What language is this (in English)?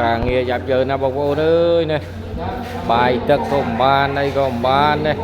Khmer